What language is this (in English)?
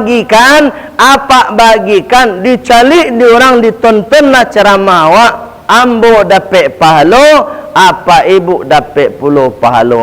Minangkabau